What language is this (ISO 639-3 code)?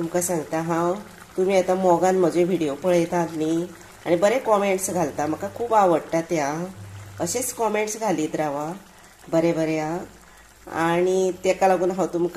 kok